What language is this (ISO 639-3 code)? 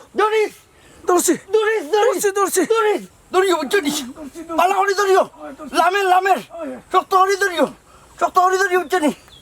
syl